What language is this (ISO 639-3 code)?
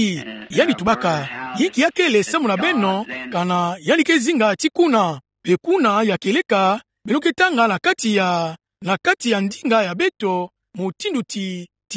ktu